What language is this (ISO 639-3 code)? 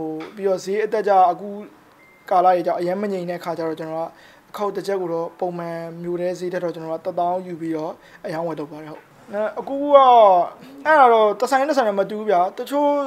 mya